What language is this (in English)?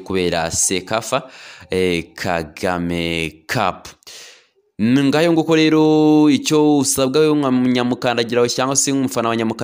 Kinyarwanda